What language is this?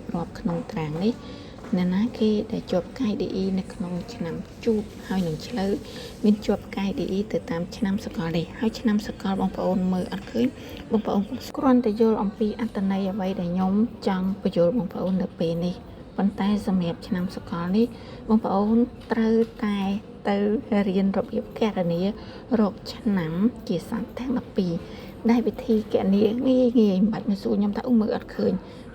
Khmer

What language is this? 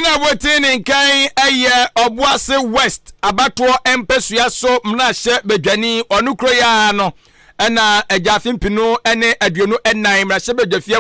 Akan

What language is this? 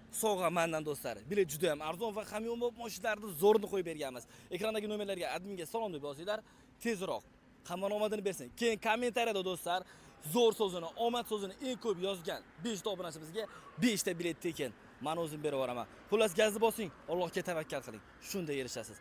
Uzbek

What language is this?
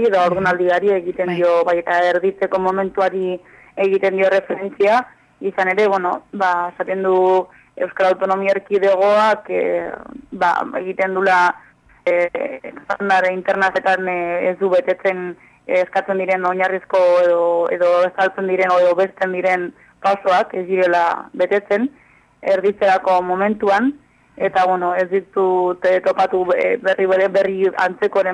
Basque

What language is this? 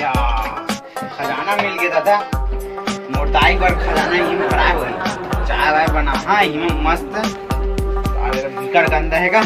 Chhattisgarhi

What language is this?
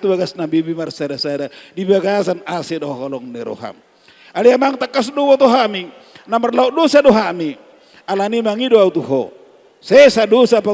Batak Toba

